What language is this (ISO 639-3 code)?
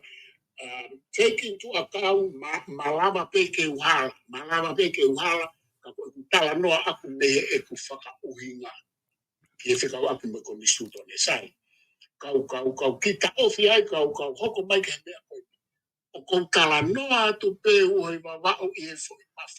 ton